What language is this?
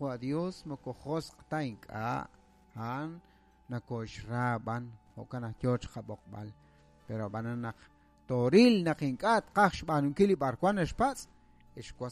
Kekchí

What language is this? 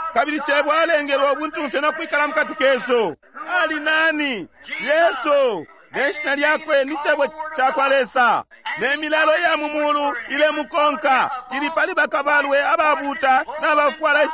Bemba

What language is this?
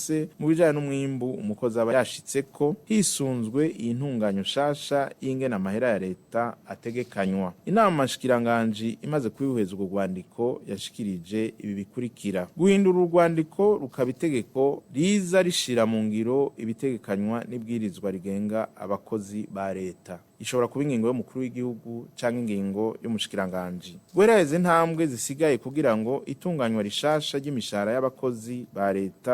Rundi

